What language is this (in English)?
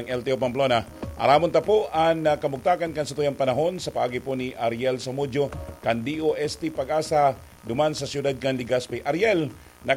Bikol